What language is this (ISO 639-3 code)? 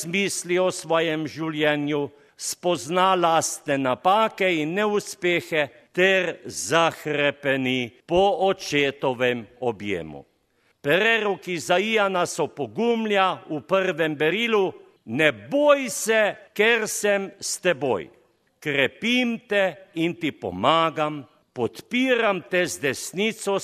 slv